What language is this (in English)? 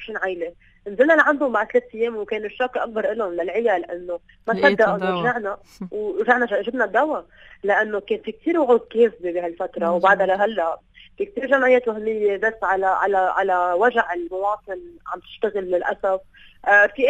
North Levantine Arabic